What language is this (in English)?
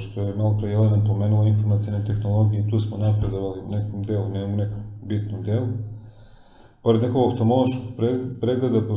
Serbian